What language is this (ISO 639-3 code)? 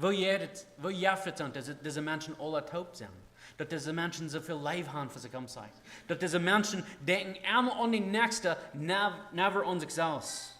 pdt